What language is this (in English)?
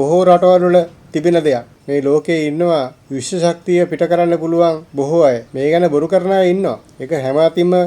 Sinhala